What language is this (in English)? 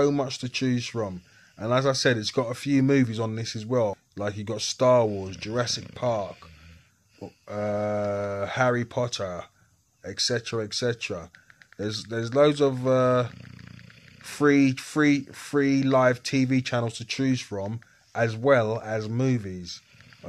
English